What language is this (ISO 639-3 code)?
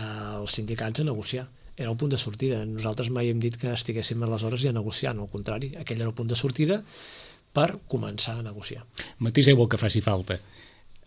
cat